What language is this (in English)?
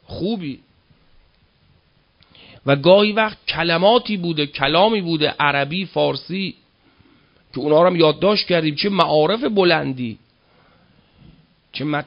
Persian